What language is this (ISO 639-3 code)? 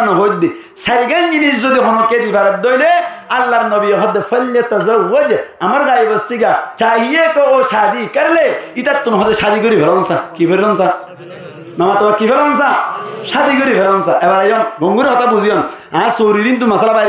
rhg